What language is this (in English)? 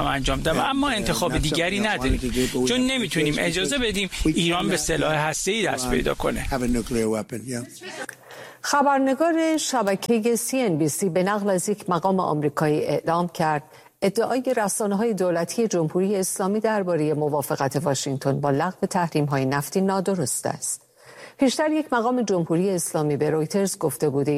Persian